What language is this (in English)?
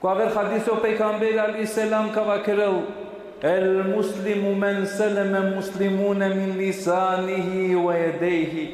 Balkan Romani